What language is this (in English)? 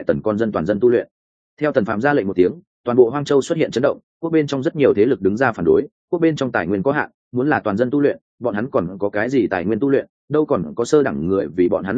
Vietnamese